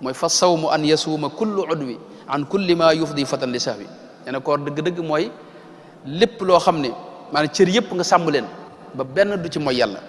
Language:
Wolof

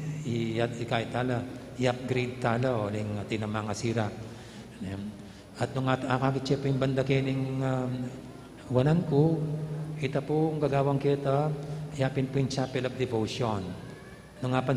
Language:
Pampanga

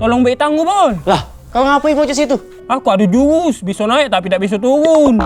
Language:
Musi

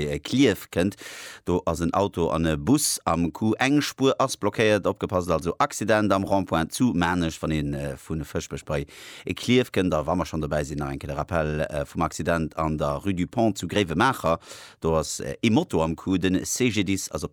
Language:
Luxembourgish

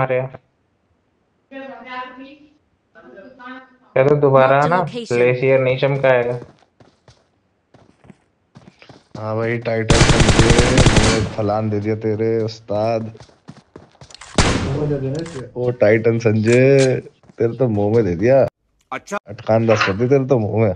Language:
Hindi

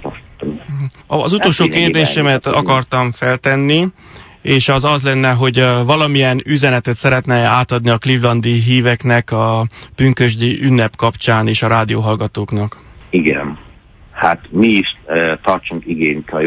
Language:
Hungarian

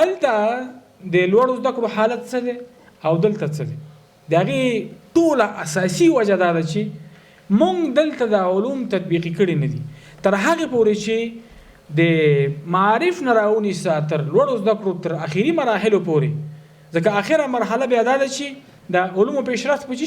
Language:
Pashto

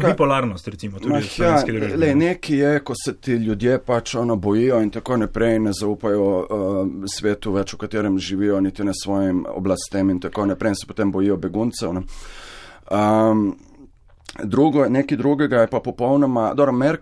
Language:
Slovenian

